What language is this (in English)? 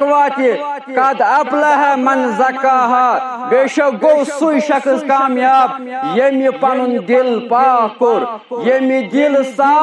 Kashmiri